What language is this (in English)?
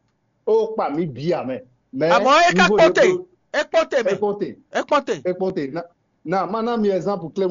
Fon